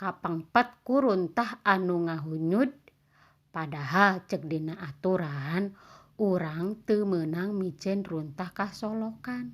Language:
Sundanese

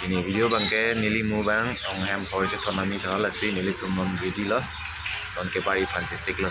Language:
Karbi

